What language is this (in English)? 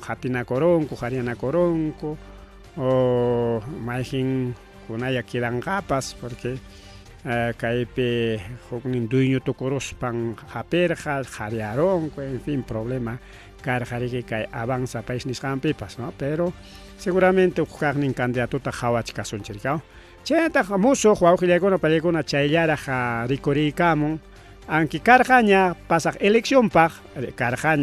Ayacucho Quechua